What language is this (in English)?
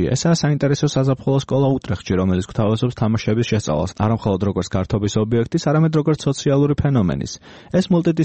Georgian